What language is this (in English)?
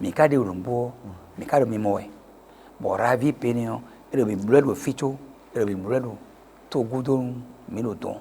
Fon